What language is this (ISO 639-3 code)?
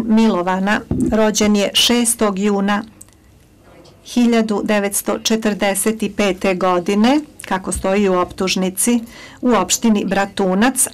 srp